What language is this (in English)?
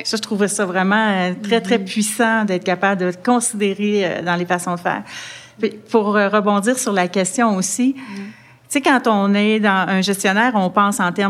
French